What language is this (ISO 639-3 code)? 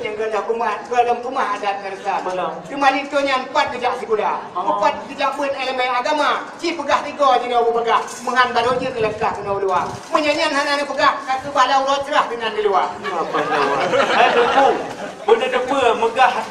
ace